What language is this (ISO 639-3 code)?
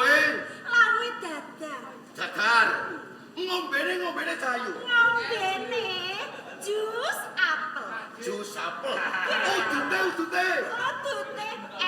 jav